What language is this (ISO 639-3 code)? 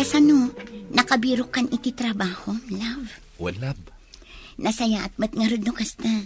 ilo